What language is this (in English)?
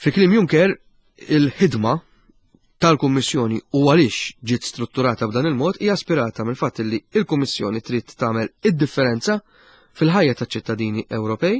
Maltese